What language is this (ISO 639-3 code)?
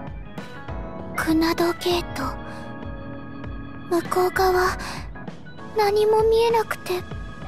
jpn